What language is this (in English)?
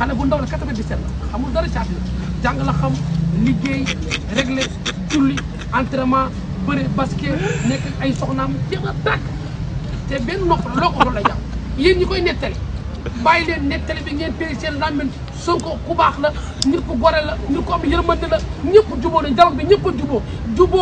Wolof